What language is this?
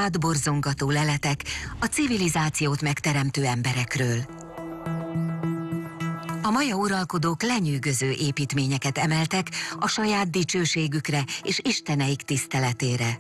Hungarian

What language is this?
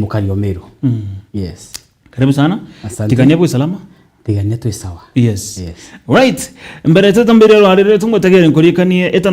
Meru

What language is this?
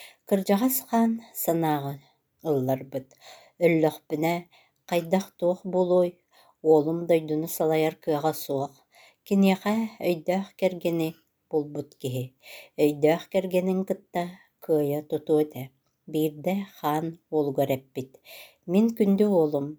Yakut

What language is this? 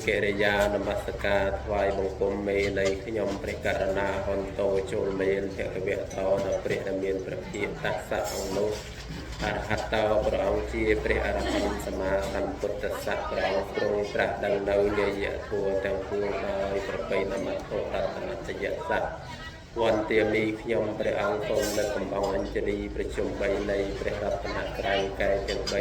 Khmer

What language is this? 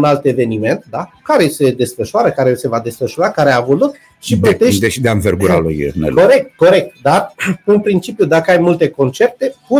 Romanian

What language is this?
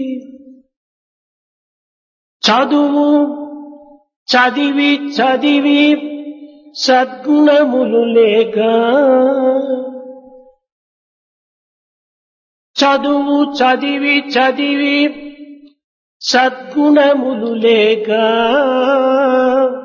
Telugu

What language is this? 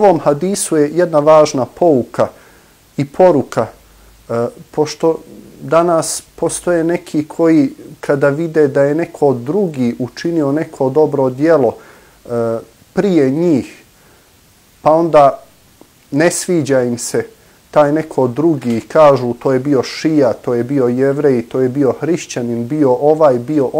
Bosnian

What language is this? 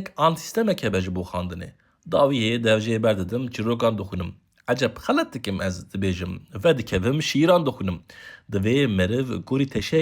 Kurdish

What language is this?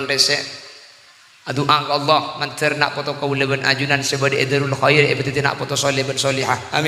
Madurese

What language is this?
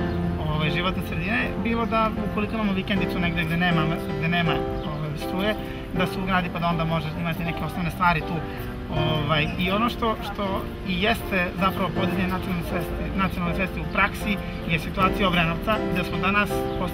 Serbian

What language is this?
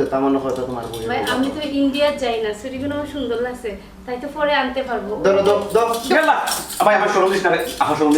Sylheti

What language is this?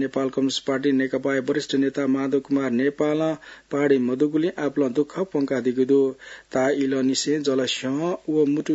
Newari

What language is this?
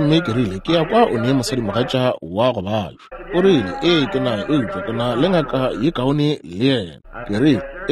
Northern Sotho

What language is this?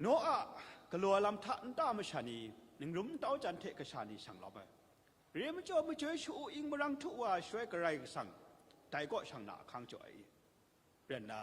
Kachin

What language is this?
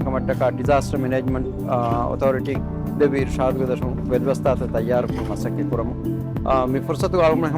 Divehi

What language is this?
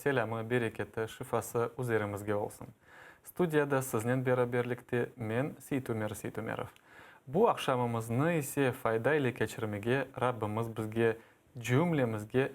Crimean Tatar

